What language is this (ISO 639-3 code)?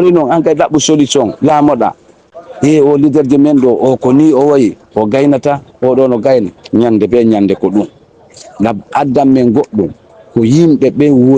ful